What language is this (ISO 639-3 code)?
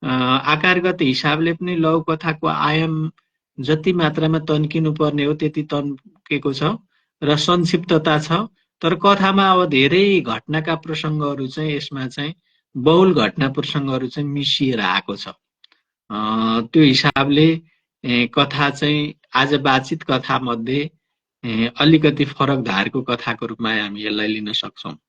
nep